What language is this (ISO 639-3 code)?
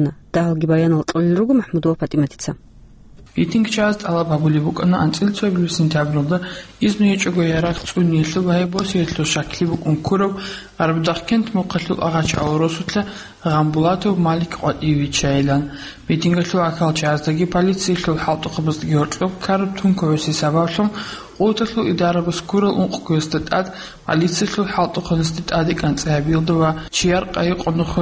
ava